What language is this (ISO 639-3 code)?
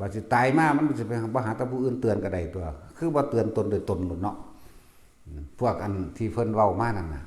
tts